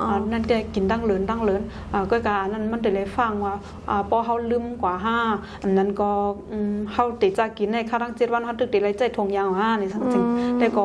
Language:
Shan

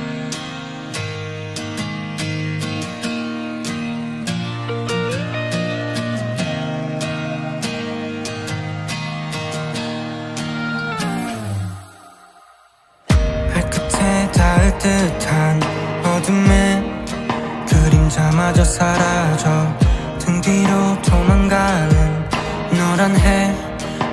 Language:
Korean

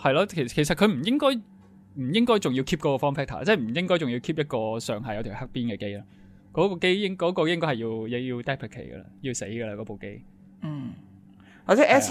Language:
Cantonese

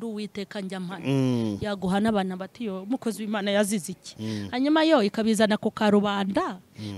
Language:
Kinyarwanda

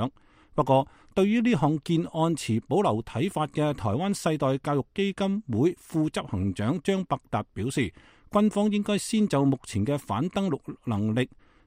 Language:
Cantonese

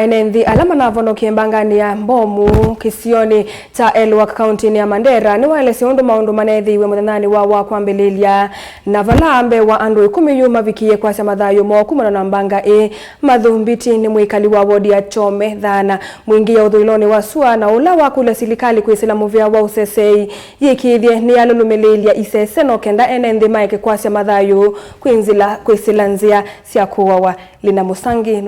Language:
Kamba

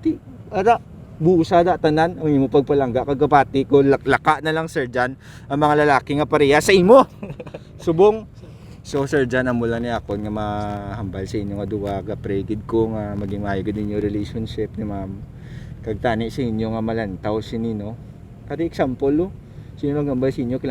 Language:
Hiligaynon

